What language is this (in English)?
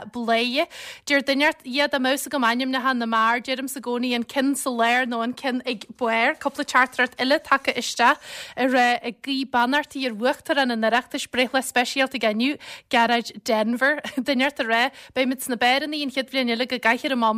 Irish